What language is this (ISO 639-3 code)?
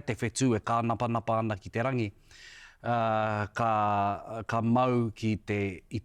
mri